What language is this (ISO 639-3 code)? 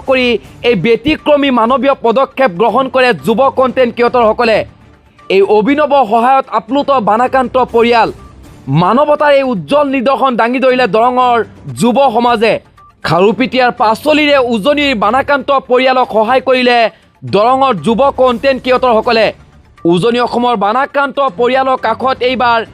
asm